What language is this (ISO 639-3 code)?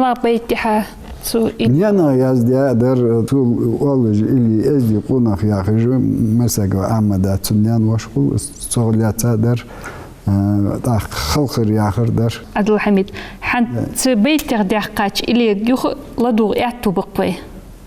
inh